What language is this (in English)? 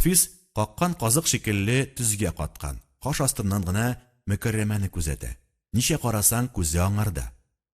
Tatar